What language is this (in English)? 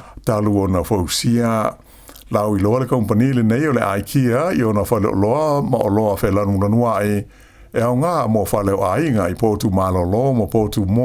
Samoan